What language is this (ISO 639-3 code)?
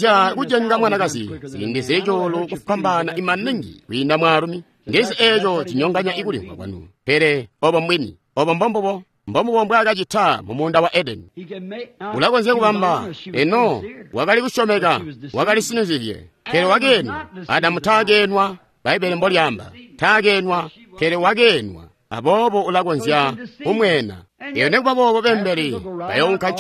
toi